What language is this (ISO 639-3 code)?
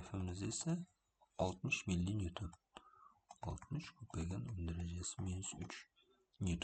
uzb